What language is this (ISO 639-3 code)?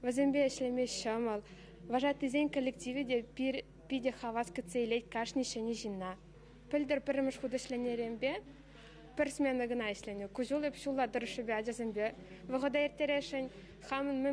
chv